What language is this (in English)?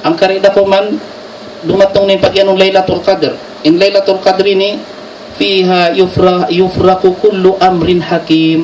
Tausug